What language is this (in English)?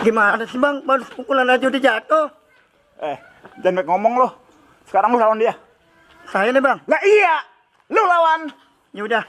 Betawi